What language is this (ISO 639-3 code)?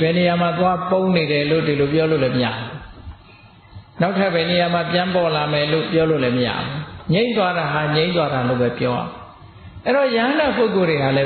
mya